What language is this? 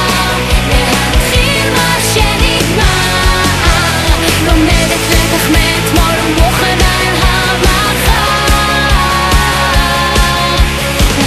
Hebrew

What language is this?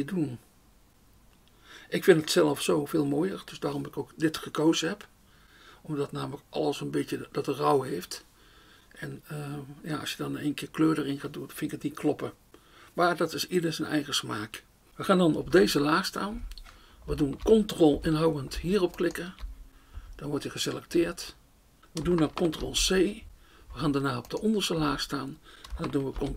Dutch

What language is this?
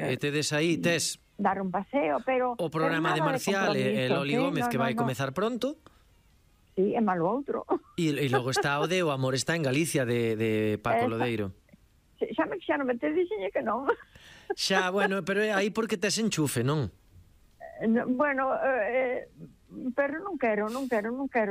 Galician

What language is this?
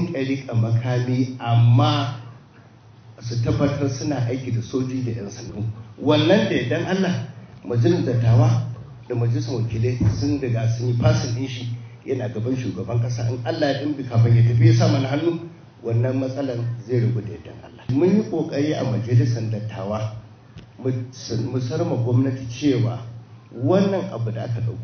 Hausa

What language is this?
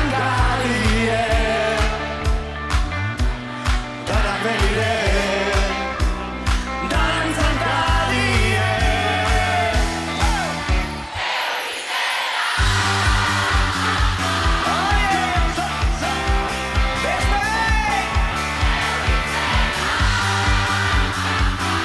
Basque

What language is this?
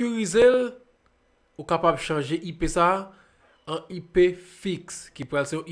Haitian Creole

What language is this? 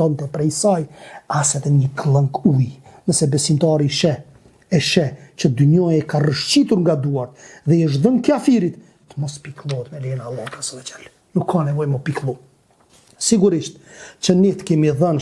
Albanian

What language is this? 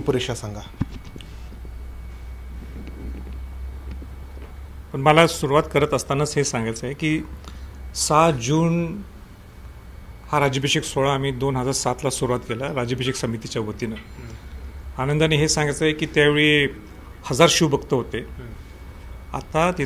Marathi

